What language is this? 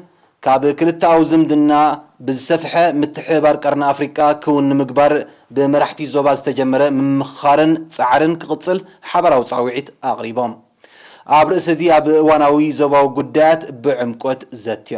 Tigrinya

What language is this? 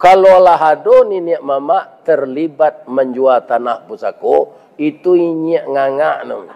Minangkabau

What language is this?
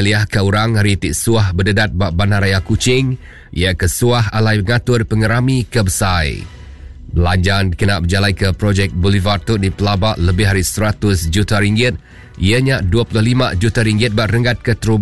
Iban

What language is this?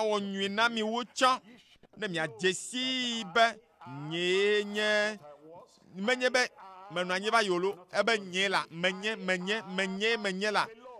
Ewe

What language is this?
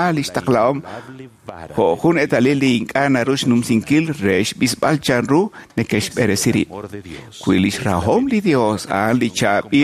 Kekchí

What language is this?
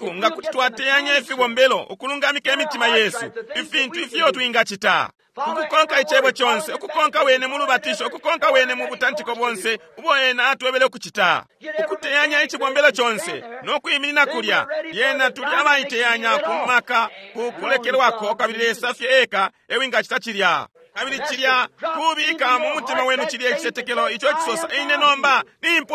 Bemba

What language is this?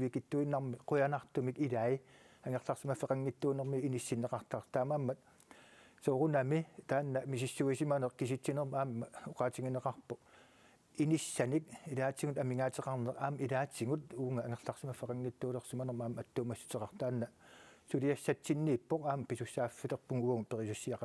Kalaallisut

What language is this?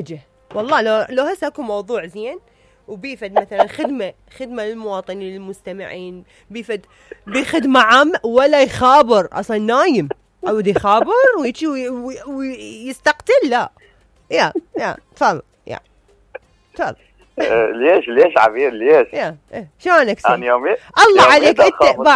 Mesopotamian Arabic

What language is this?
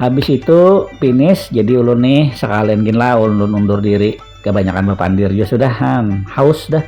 Banjar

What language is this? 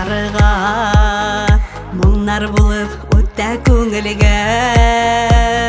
Tatar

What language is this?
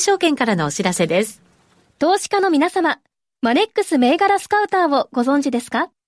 Japanese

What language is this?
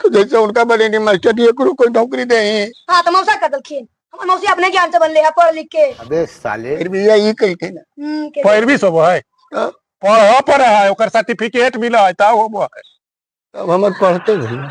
Magahi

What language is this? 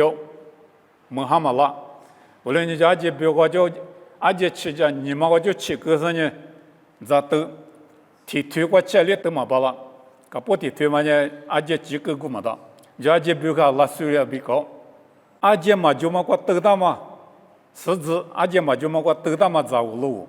Lisu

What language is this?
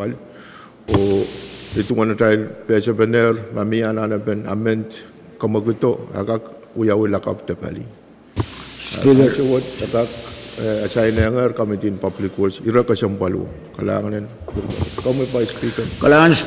Pohnpeian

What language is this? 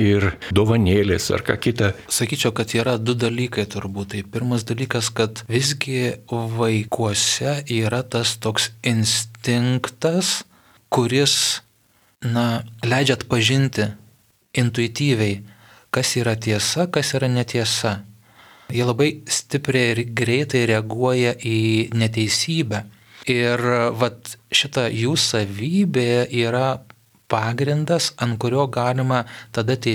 Lithuanian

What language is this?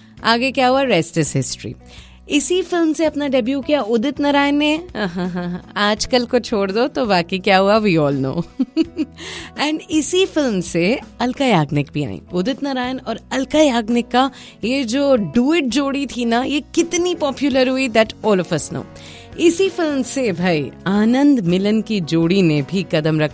Hindi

